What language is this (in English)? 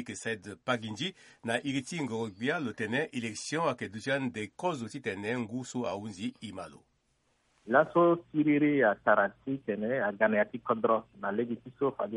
Sango